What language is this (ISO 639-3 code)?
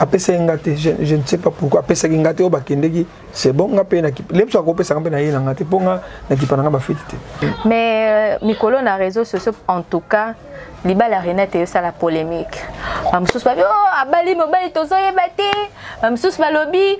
lin